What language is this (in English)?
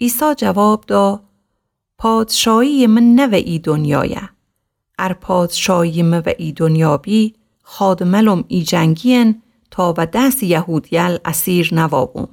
Gilaki